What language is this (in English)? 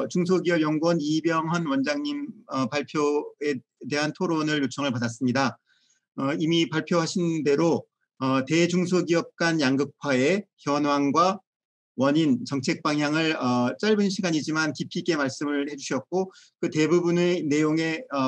Korean